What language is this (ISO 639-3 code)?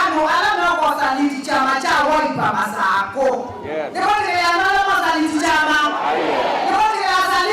kam